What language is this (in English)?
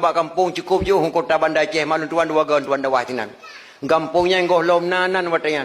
Achinese